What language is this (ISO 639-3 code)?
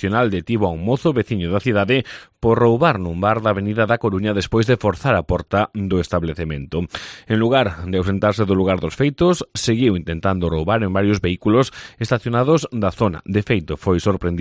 glg